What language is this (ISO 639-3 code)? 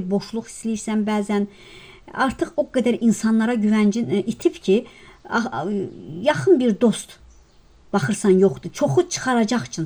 aze